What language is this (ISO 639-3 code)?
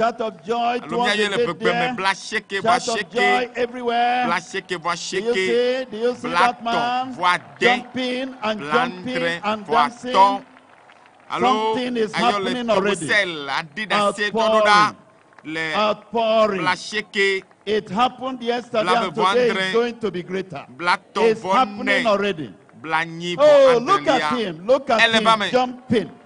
ewe